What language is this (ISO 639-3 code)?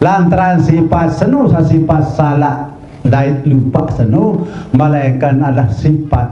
sas